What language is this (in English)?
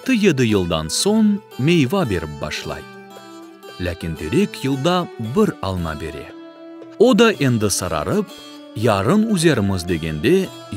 Crimean Tatar